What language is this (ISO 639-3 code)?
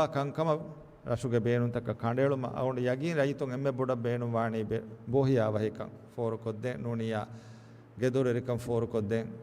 div